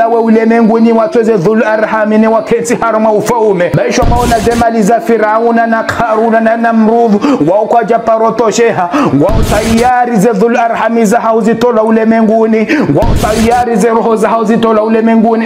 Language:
Ngazidja Comorian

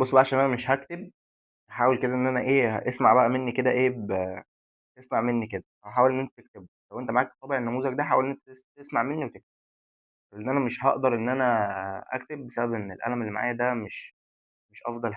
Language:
Egyptian Arabic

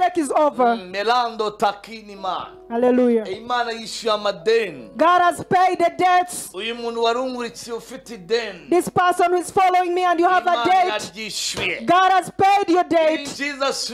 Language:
Kinyarwanda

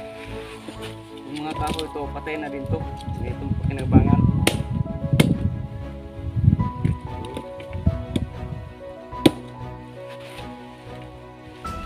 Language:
Filipino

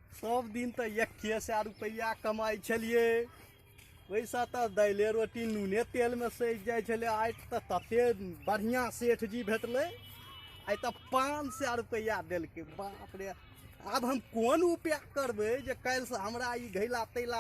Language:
Maithili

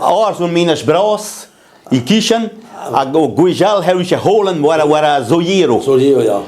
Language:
Breton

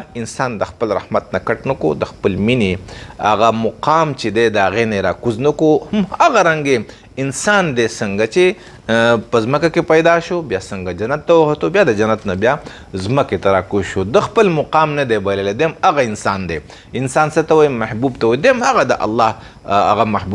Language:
Pashto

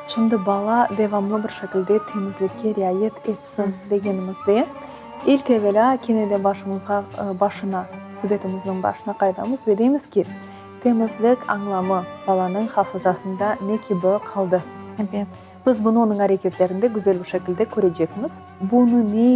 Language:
Crimean Tatar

